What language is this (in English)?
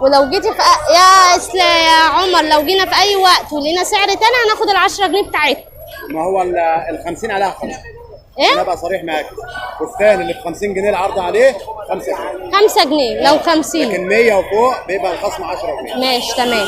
Egyptian Arabic